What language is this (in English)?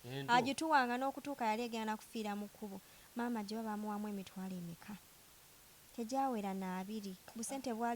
Ganda